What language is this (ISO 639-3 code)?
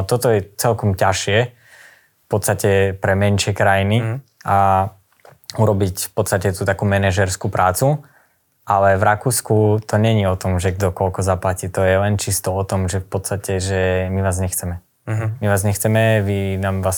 slk